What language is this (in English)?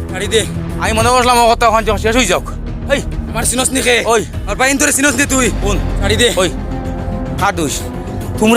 Sylheti